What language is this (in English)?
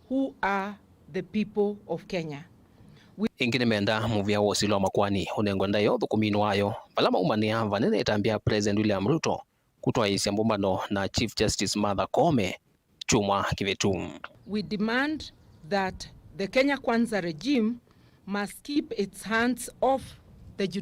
Kamba